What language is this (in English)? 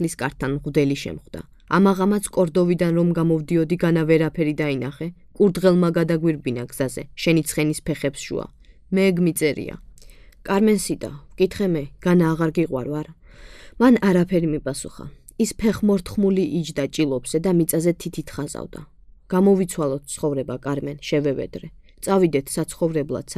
Georgian